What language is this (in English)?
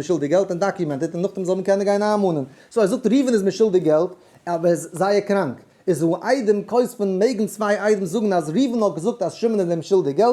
Yiddish